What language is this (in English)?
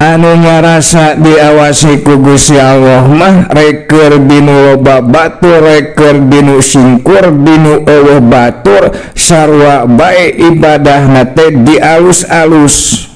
Sundanese